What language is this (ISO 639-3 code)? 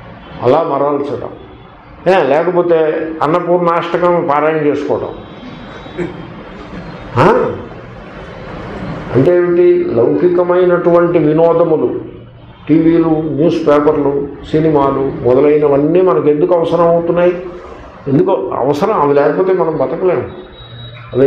tel